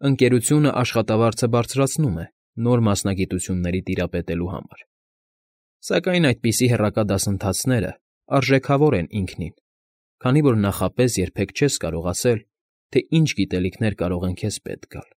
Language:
Armenian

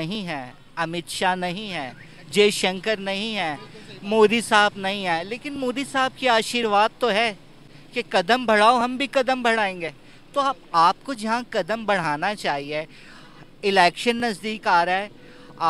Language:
Hindi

